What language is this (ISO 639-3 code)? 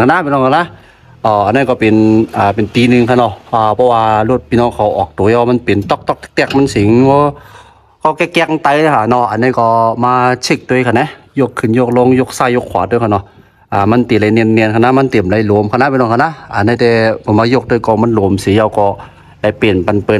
shn